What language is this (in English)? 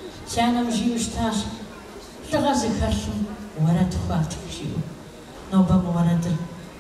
Kabardian